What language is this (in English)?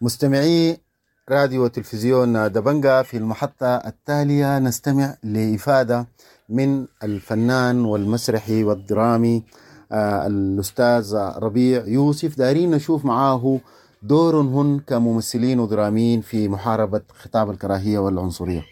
Sudanese Arabic